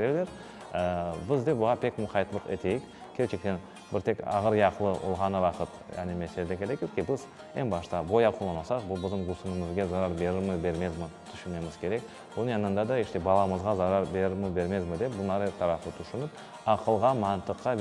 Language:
Crimean Tatar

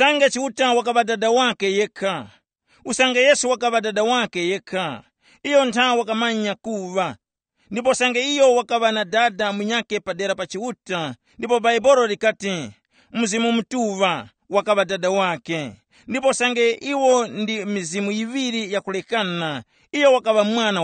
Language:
Tumbuka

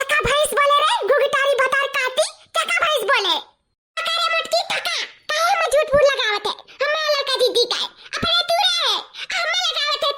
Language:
Awadhi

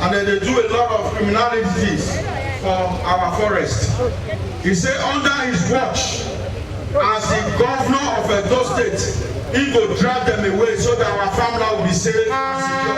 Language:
Nigerian Pidgin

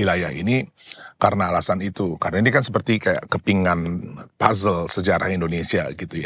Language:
Indonesian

